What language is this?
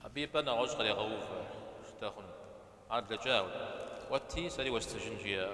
Kabardian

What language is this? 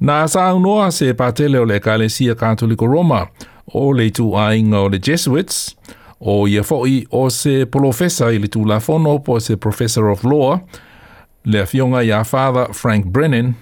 Samoan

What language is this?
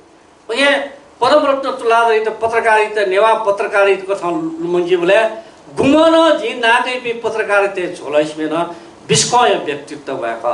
Newari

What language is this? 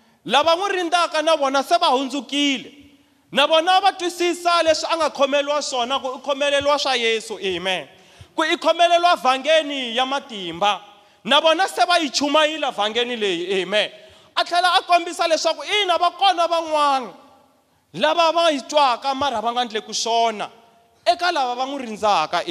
Tsonga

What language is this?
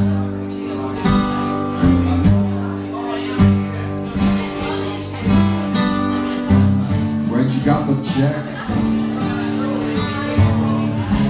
English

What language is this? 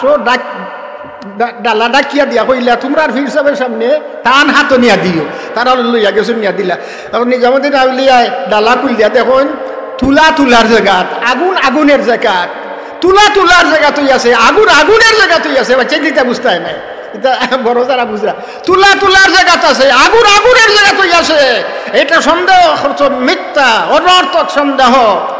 Sylheti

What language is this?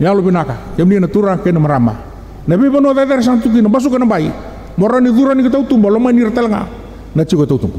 Fijian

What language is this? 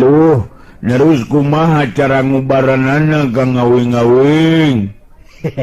Sundanese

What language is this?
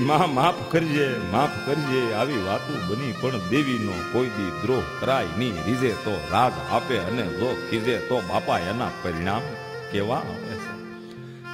Gujarati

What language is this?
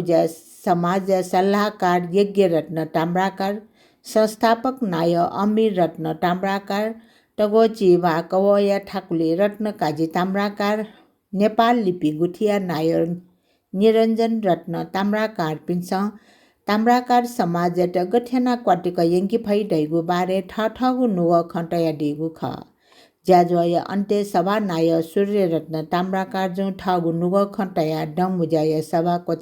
Newari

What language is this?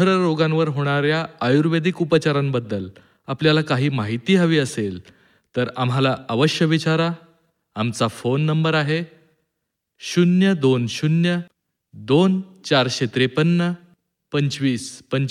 Marathi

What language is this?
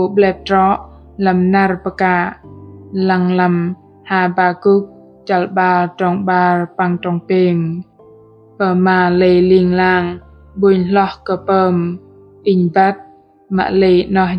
Bahnar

